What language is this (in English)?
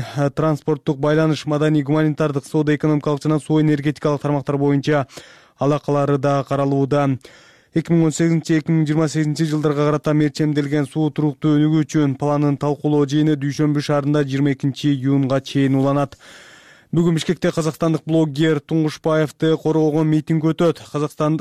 Kyrgyz